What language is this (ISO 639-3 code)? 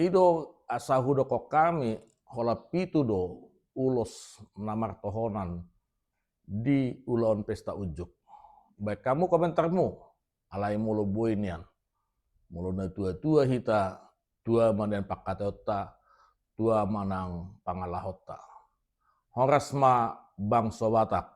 bbc